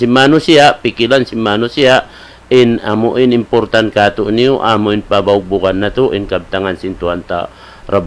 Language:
Tausug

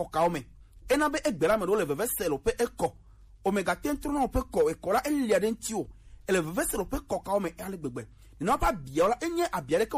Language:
Gen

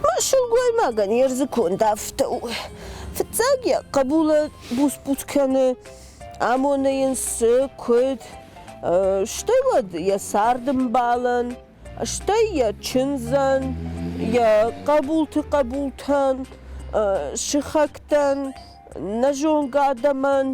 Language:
Ossetic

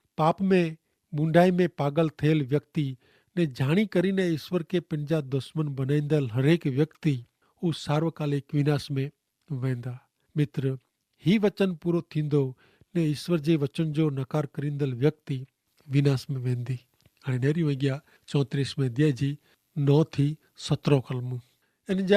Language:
Kachhi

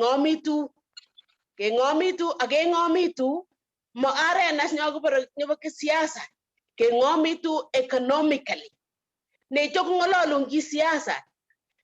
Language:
Kalenjin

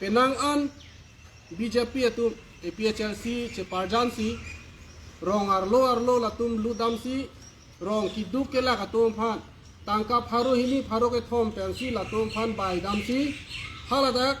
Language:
Karbi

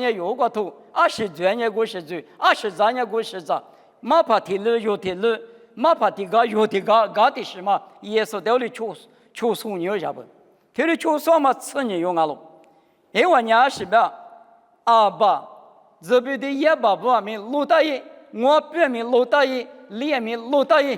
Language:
Lisu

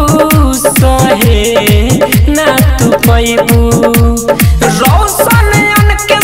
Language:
Bhojpuri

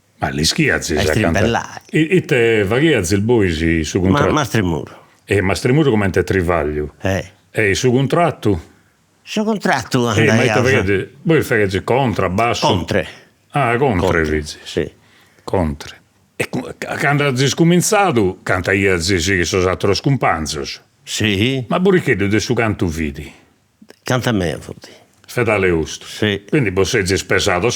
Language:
Sardinian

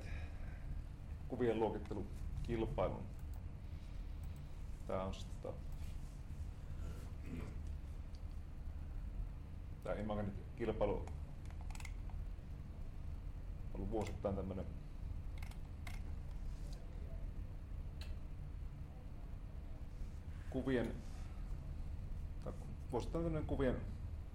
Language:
Finnish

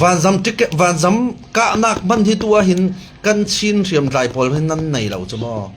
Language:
Falam Chin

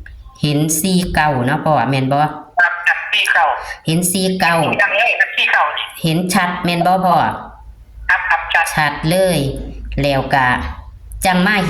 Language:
Northeastern Thai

